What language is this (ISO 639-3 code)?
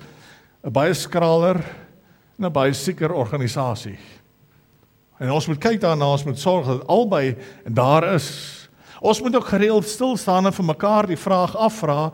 afr